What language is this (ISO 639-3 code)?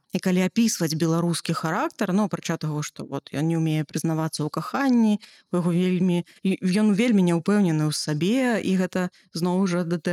bel